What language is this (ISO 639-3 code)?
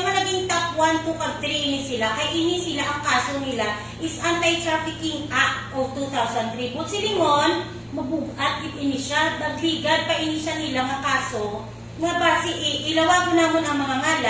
hil